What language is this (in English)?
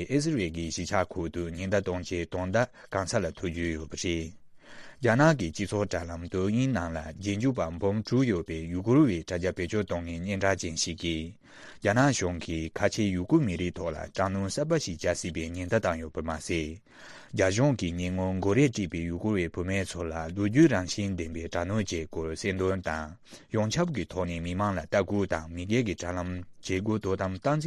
Tibetan